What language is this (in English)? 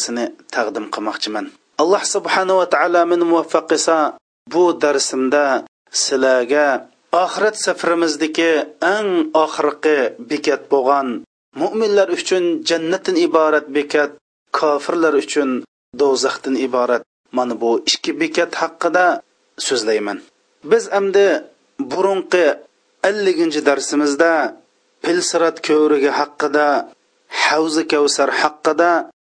Uyghur